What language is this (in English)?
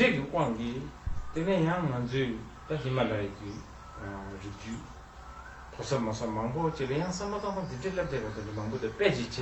Tibetan